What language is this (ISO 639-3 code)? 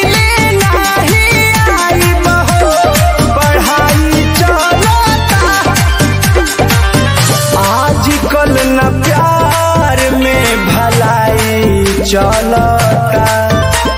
bho